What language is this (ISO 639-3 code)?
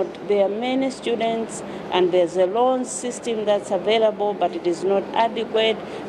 eng